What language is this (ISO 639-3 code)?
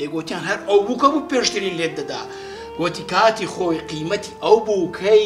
ckb